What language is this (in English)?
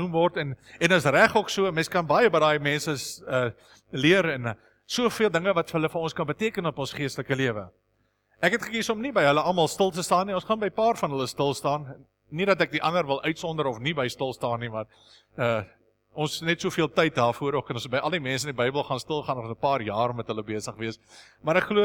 Afrikaans